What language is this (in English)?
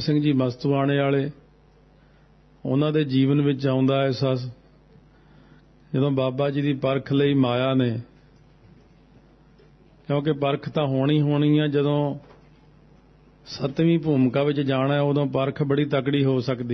Punjabi